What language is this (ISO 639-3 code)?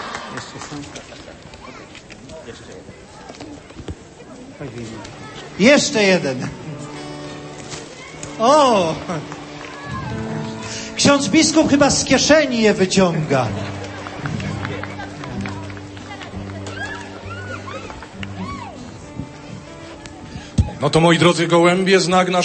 pol